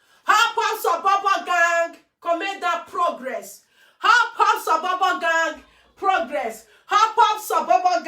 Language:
Nigerian Pidgin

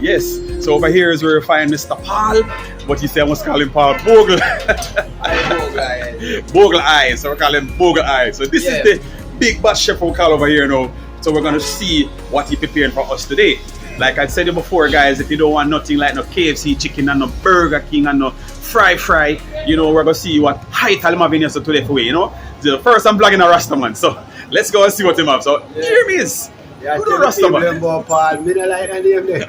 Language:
Jamaican Creole English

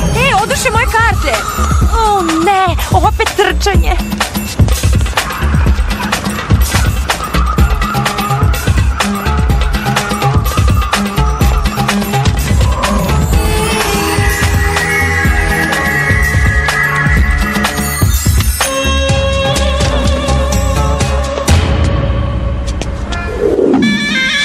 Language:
Serbian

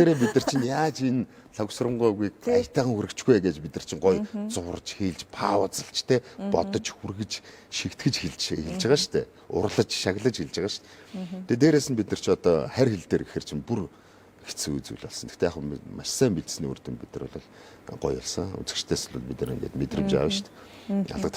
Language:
Mongolian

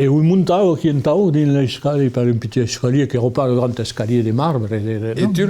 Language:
Occitan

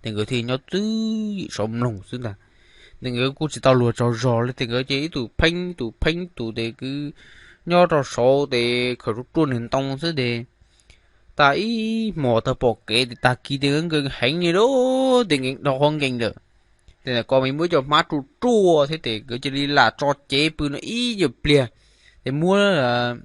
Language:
Hmong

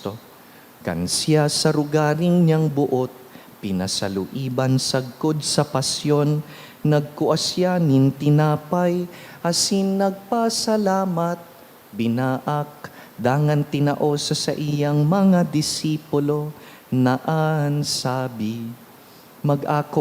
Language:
Bikol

